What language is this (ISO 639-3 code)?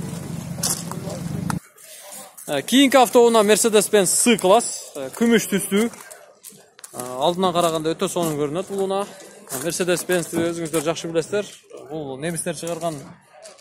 kir